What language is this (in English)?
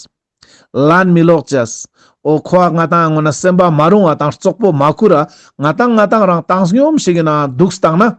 Ladakhi